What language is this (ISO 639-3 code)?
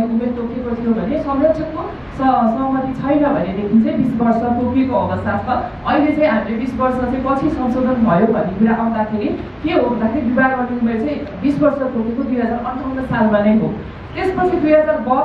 nep